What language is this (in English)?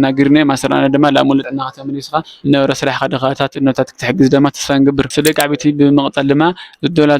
Tigrinya